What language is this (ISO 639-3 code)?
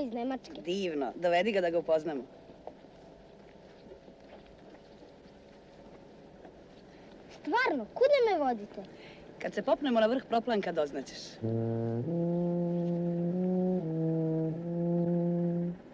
srp